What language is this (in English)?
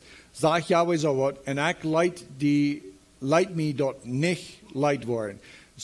Plautdietsch